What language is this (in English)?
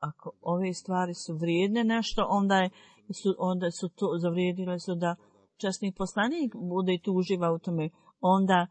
Bosnian